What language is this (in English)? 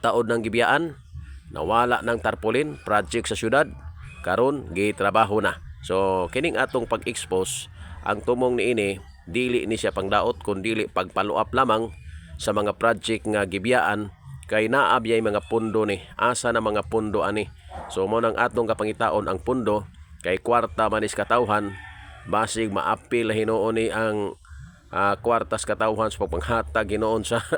Cebuano